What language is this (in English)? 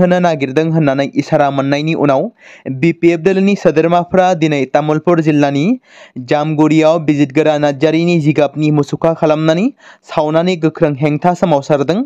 Bodo